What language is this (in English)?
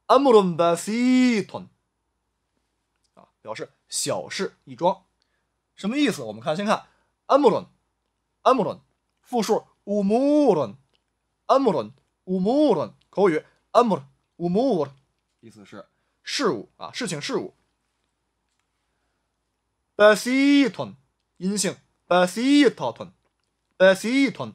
Chinese